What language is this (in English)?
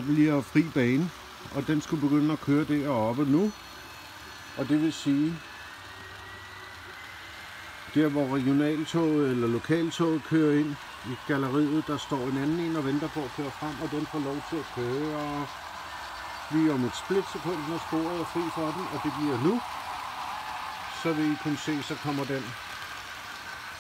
Danish